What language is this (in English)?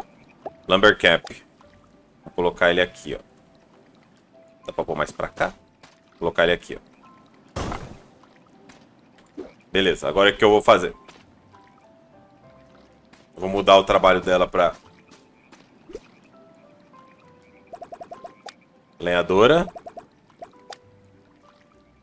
Portuguese